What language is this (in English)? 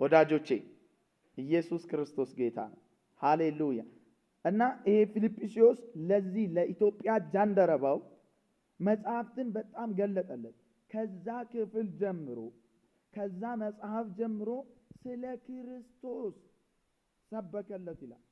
Amharic